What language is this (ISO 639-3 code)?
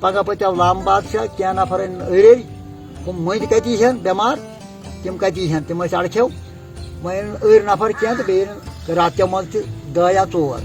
kas